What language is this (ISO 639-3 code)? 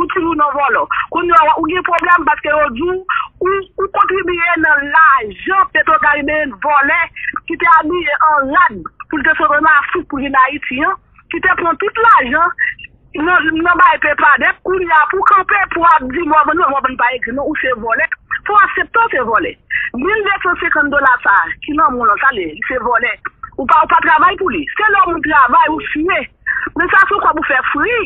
hat